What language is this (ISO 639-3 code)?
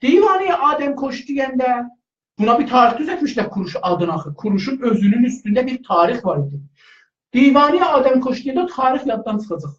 azb